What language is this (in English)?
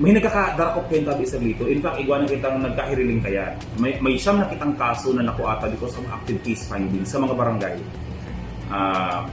Bikol